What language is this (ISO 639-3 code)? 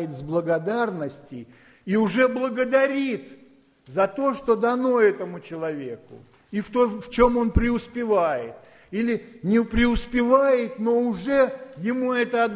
rus